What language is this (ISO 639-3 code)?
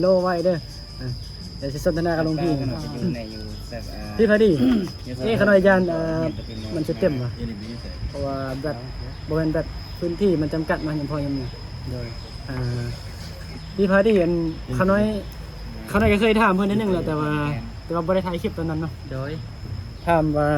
tts